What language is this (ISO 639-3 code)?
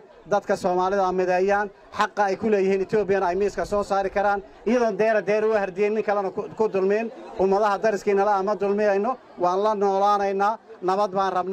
som